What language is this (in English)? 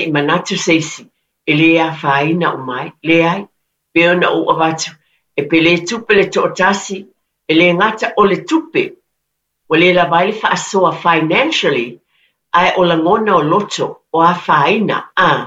Samoan